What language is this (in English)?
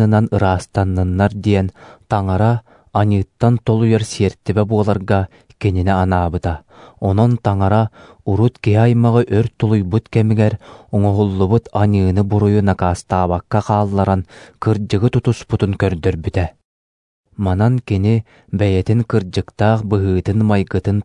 Yakut